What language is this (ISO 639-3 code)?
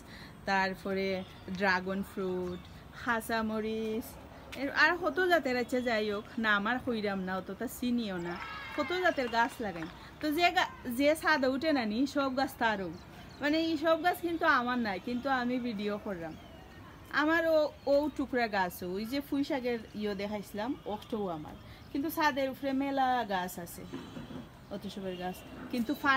syl